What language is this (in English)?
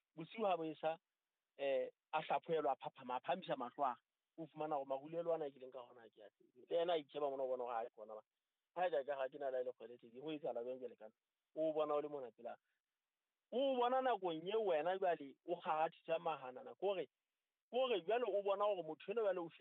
Southern Sotho